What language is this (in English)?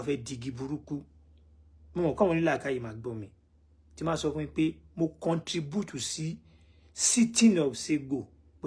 Yoruba